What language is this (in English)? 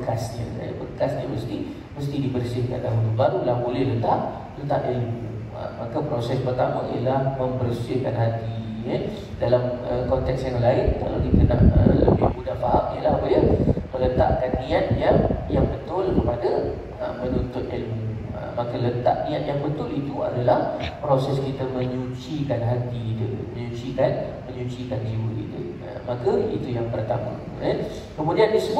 Malay